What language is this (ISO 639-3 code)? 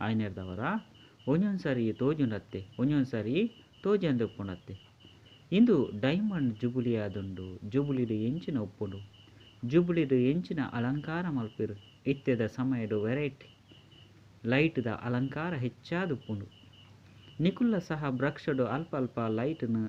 tcy